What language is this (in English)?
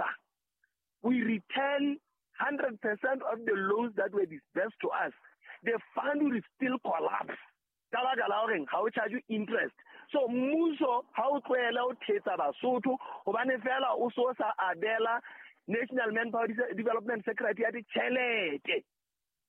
Southern Sotho